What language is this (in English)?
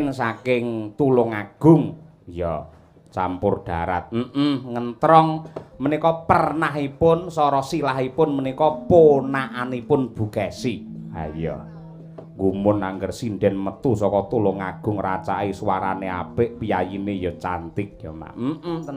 Javanese